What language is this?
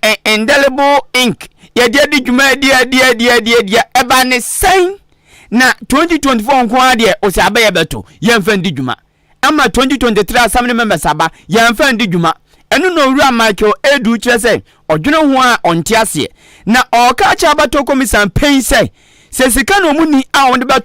Akan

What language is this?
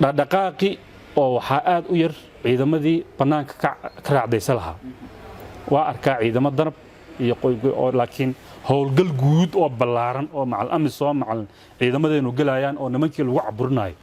Somali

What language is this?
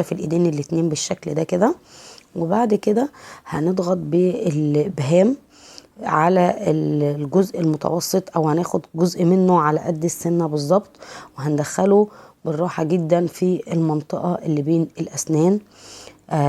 Egyptian Arabic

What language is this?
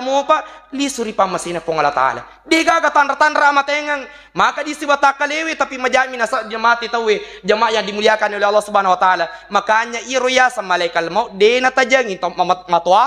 Buginese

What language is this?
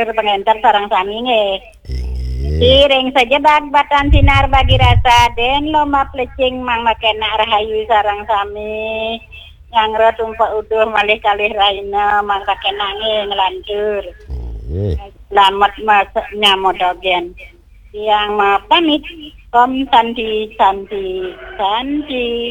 Balinese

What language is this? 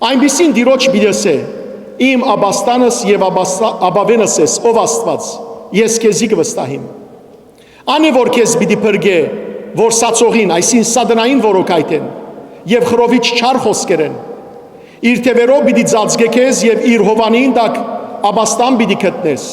Western Armenian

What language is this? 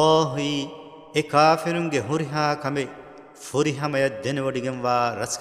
Divehi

